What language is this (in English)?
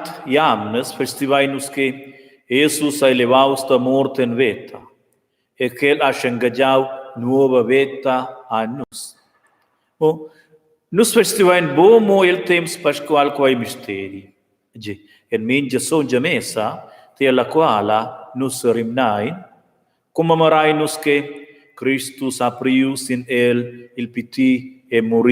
Romansh